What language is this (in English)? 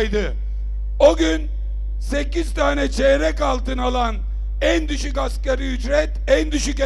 Turkish